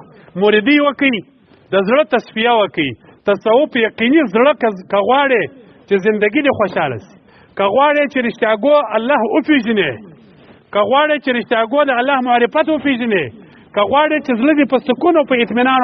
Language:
Pashto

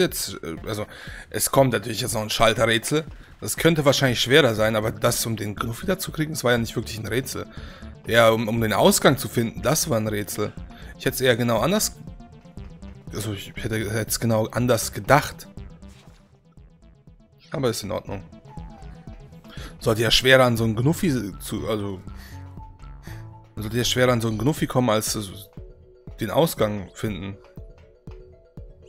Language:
German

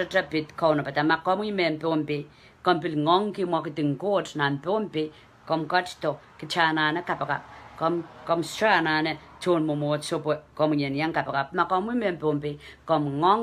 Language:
Pohnpeian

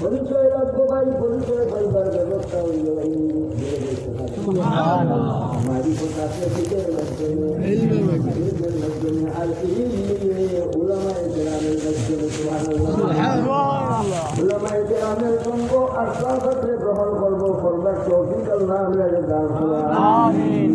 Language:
Sylheti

